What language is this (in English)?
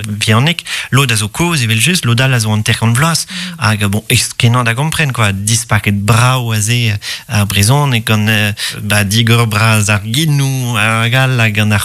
Breton